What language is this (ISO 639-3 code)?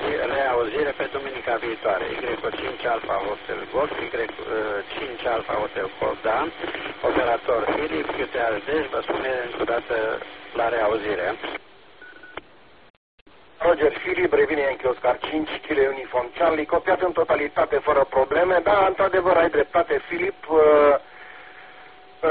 ron